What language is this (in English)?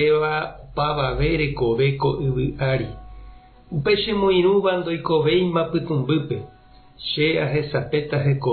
Guarani